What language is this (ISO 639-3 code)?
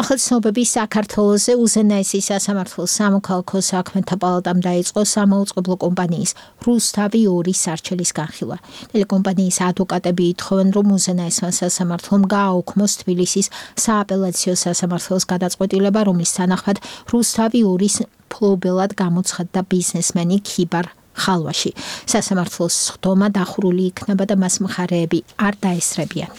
kat